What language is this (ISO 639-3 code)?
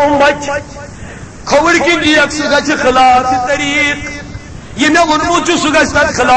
kas